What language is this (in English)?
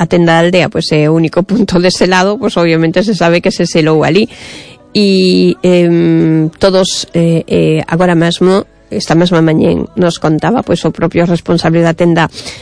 Galician